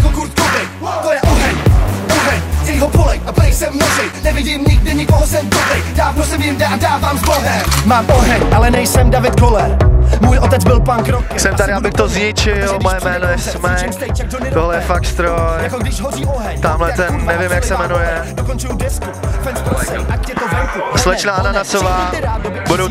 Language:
Czech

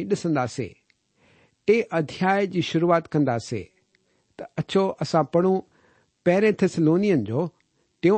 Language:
Sindhi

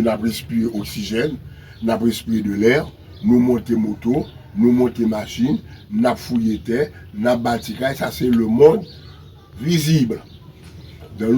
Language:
Haitian Creole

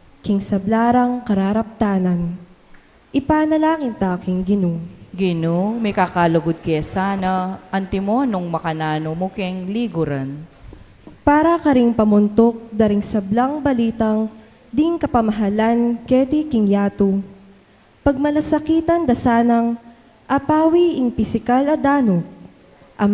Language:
Pampanga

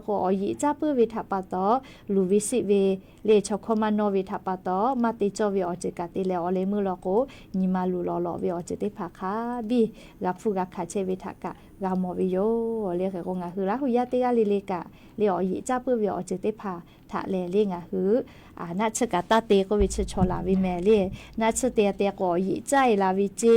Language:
Lahu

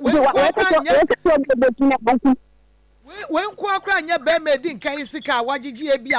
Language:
Akan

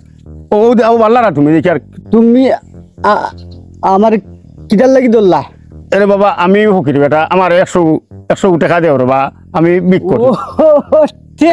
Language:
Sylheti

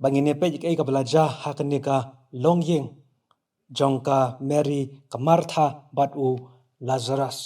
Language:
Khasi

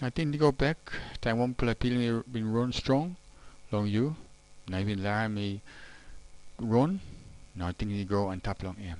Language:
Tok Pisin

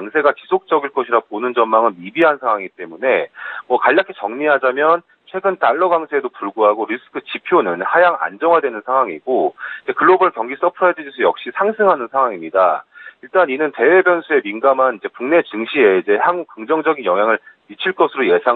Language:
Korean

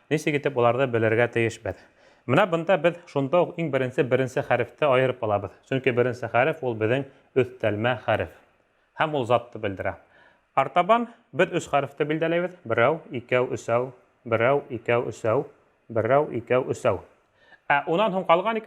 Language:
Bashkir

